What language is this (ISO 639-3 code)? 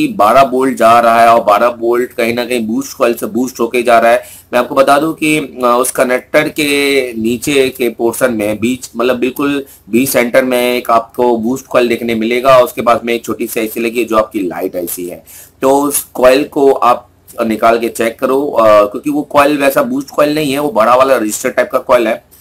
hin